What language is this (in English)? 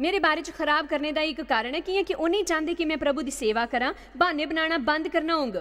Dogri